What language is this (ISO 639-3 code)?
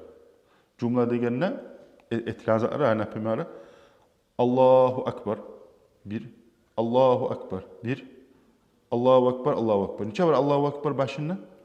kum